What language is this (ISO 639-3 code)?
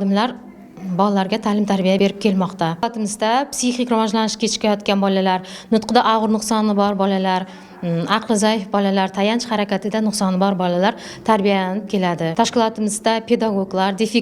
uzb